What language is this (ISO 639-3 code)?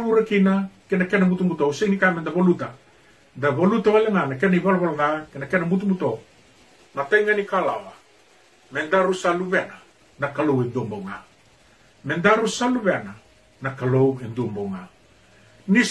fij